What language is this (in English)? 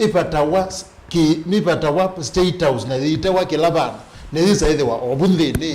Kamba